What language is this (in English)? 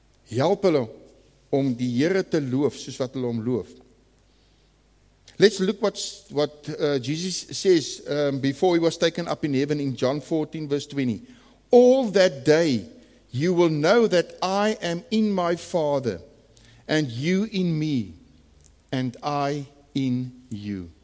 Afrikaans